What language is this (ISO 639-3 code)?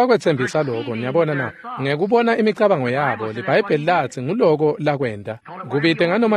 ssw